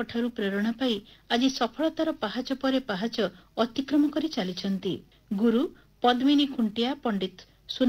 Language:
Odia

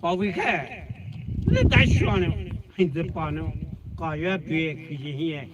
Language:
Poumei Naga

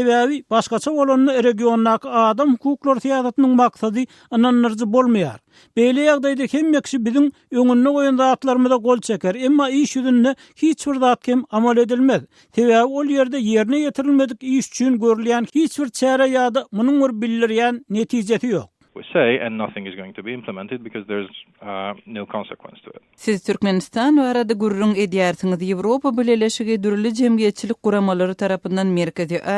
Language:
Turkmen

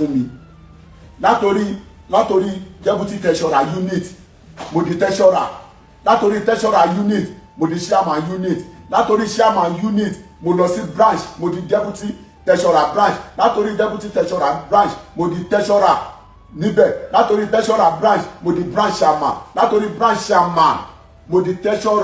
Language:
Yoruba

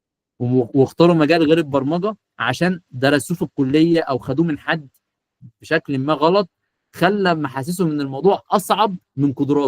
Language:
Egyptian Arabic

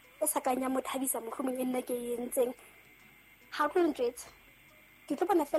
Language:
Southern Sotho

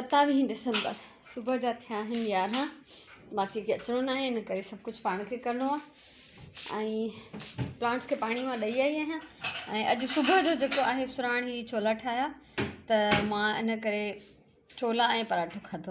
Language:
Sindhi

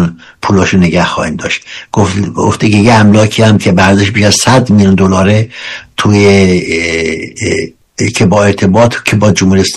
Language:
Persian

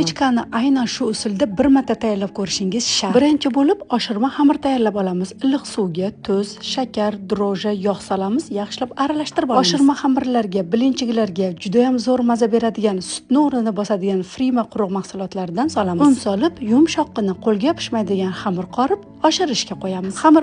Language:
Uzbek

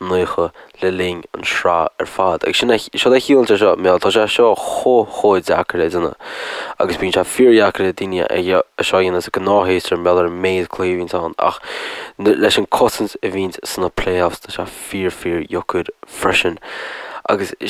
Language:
Irish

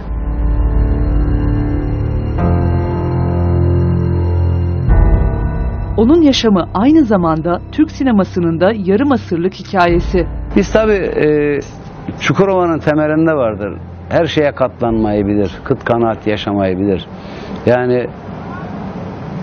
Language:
Turkish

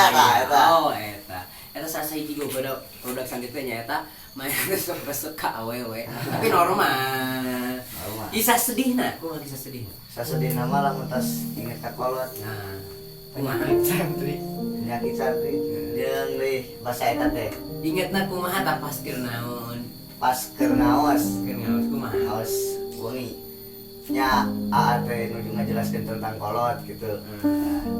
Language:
Sundanese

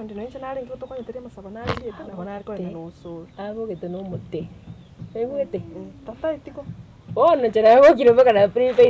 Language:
Gusii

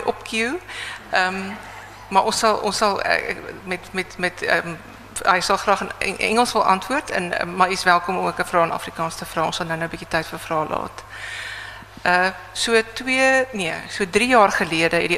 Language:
Afrikaans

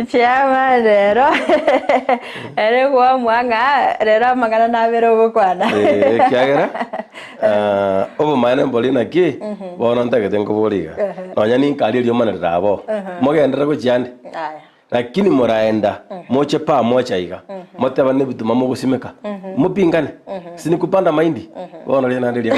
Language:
Gusii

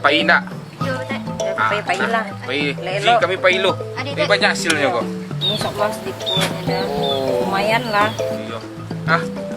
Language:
Minangkabau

